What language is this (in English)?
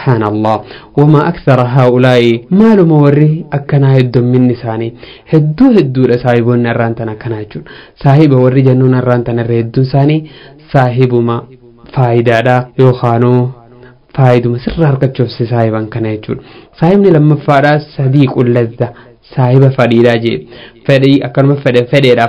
Oromo